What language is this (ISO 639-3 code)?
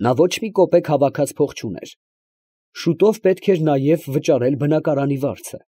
hye